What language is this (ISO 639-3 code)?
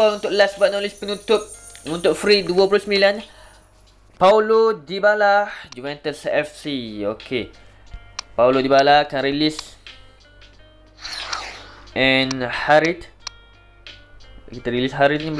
msa